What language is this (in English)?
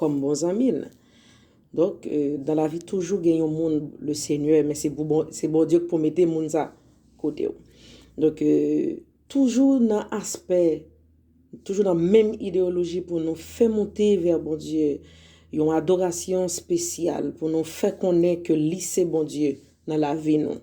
Haitian Creole